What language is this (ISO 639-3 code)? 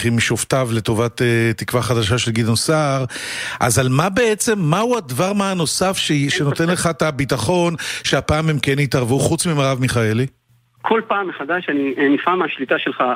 heb